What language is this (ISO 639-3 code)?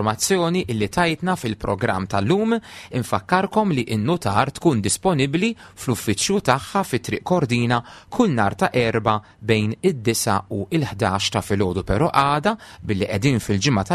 mlt